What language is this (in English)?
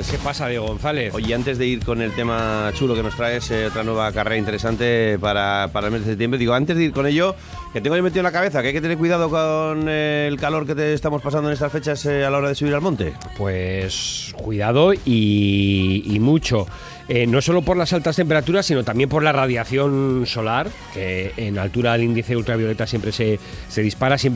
Spanish